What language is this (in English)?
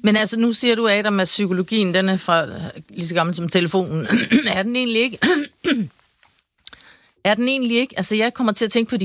Danish